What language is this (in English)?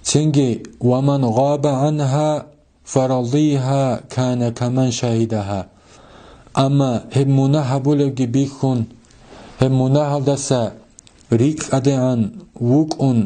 Avaric